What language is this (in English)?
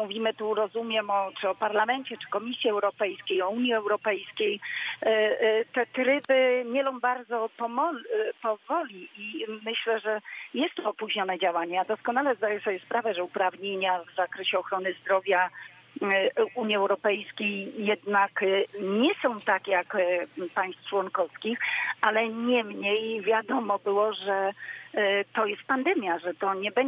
Polish